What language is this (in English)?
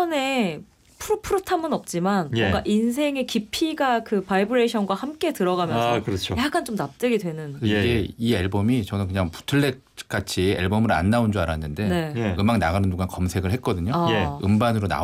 Korean